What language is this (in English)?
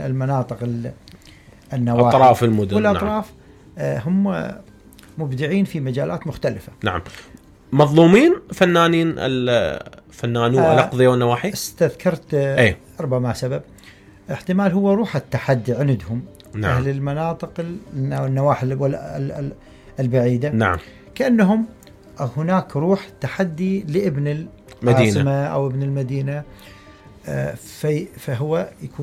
Mesopotamian Arabic